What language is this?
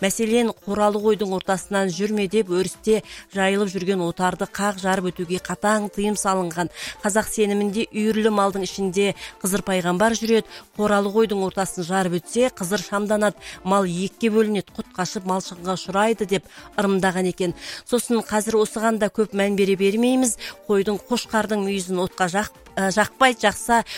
Kazakh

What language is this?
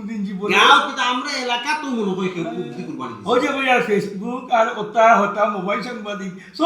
Sylheti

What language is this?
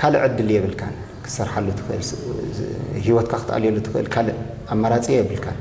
Tigrinya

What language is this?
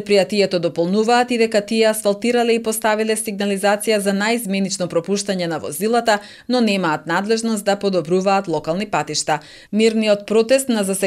Macedonian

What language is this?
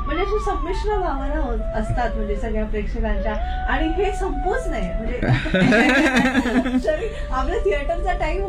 Marathi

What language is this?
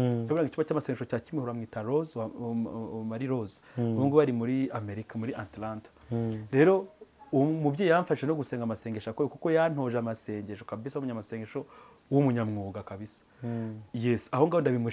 Kinyarwanda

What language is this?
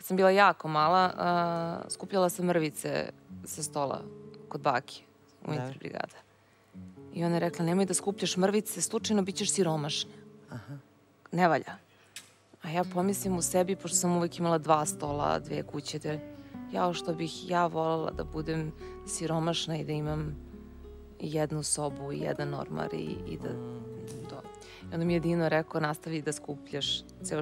Serbian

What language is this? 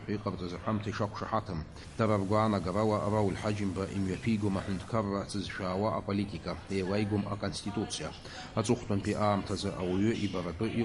Abkhazian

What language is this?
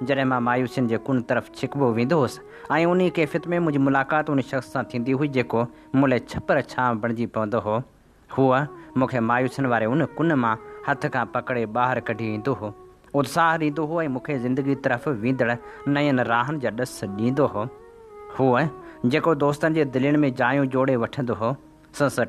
Sindhi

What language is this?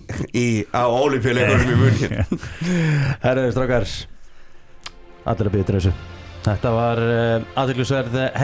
Icelandic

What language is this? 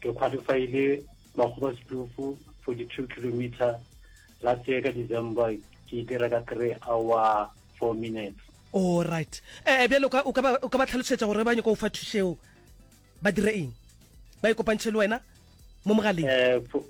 Northern Sotho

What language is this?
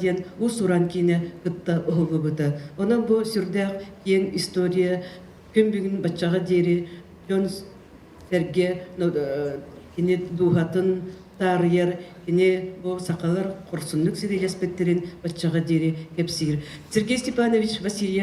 Yakut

